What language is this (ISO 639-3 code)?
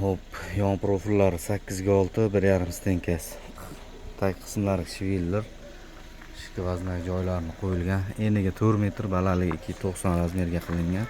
uzb